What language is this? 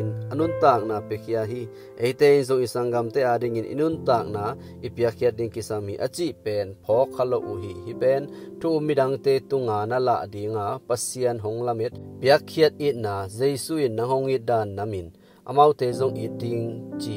Tedim Chin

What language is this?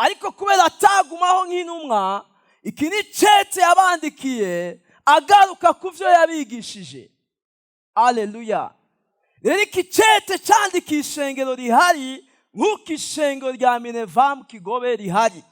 Rundi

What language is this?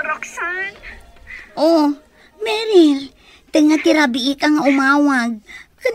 Iloko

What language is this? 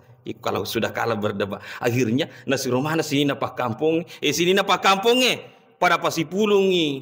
Buginese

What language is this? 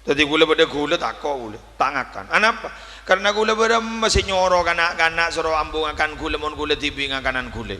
Madurese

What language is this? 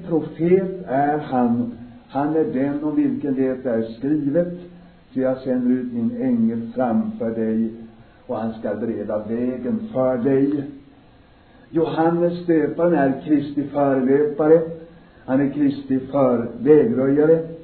Swedish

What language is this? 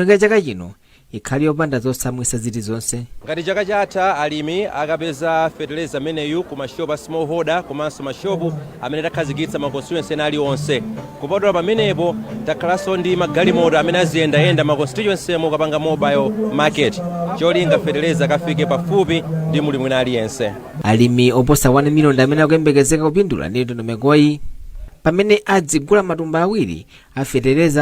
Nyanja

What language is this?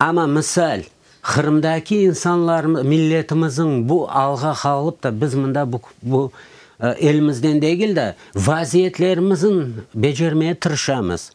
Crimean Tatar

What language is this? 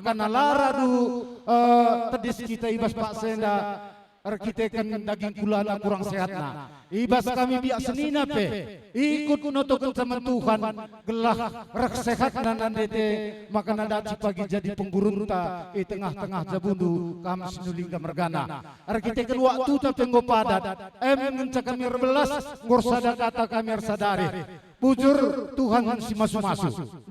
Batak Karo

